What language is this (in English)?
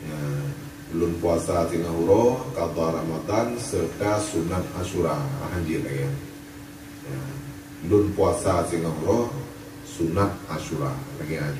Achinese